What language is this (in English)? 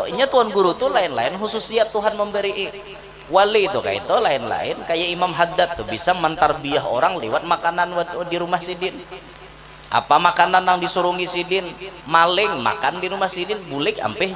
Banjar